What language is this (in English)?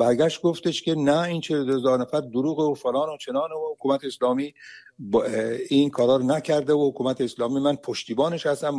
Persian